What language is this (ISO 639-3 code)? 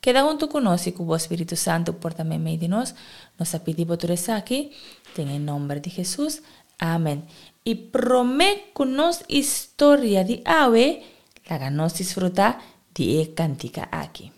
pap